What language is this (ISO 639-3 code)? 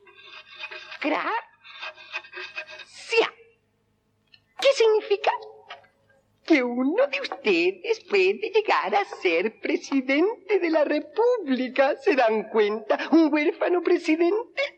spa